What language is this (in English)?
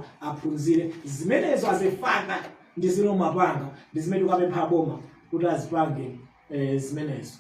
Nyanja